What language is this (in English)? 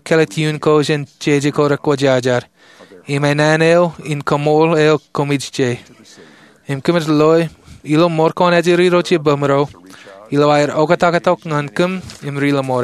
Marshallese